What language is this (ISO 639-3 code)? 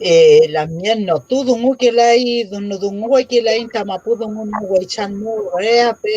arn